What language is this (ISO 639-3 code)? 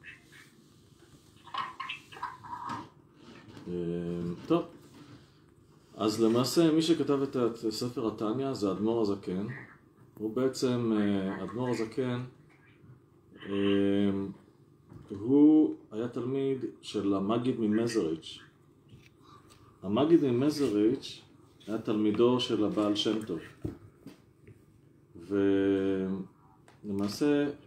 heb